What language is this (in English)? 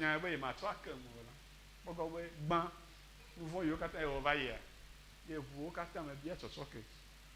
Ewe